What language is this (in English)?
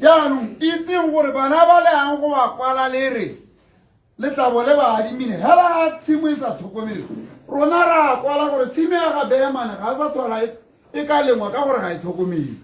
Tswana